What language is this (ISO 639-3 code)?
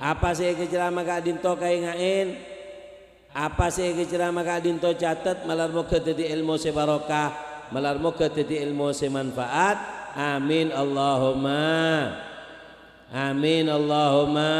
mad